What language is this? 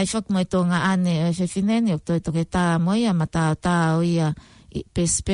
Tongan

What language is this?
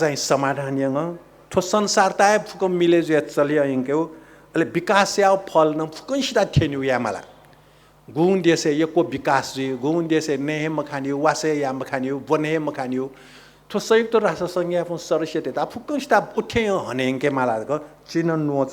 Newari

